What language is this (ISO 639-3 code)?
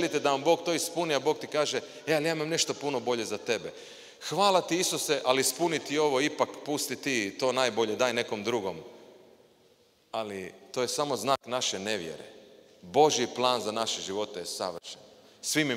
hrv